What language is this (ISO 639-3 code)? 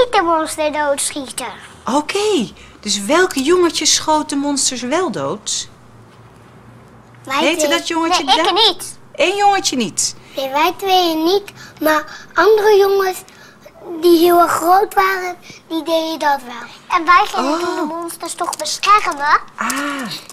nld